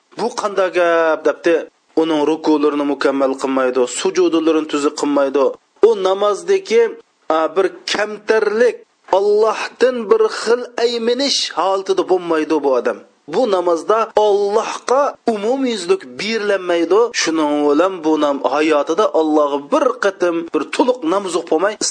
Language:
Uyghur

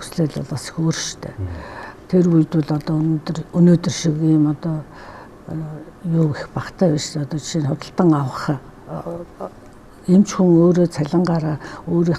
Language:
Mongolian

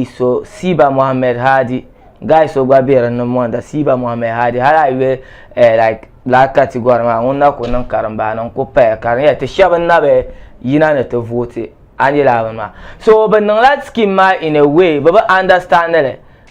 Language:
Dagbani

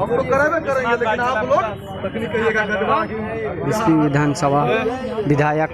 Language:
Maithili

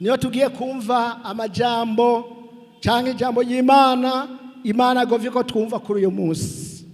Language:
Rundi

